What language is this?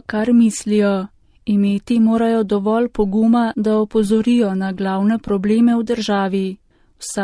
Slovenian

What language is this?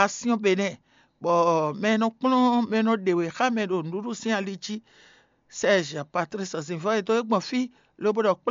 Fon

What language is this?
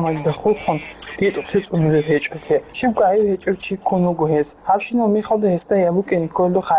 Avaric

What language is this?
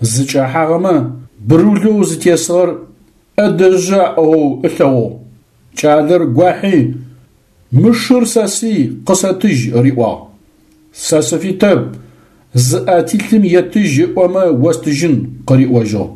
Adyghe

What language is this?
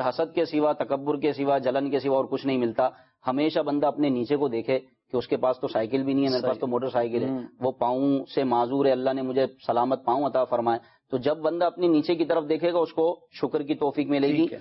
Urdu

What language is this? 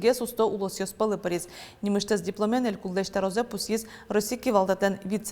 Udmurt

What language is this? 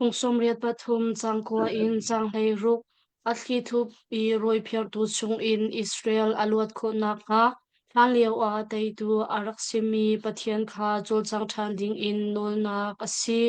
Hakha Chin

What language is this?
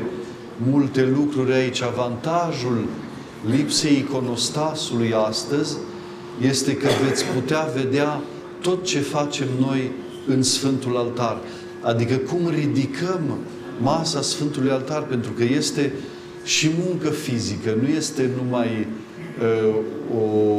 Romanian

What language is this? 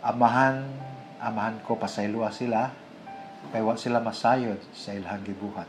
Cebuano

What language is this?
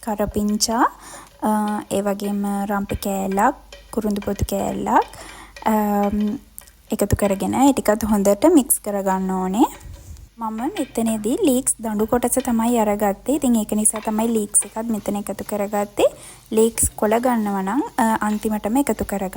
Sinhala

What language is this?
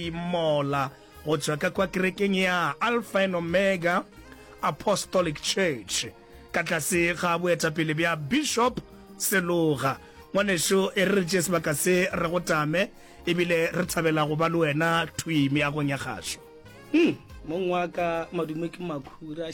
Northern Sotho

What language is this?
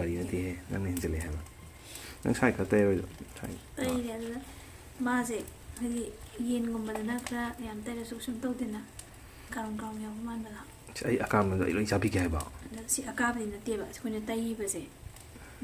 Manipuri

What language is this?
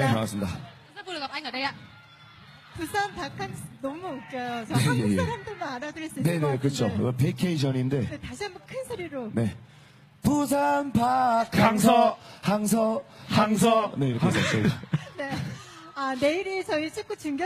Korean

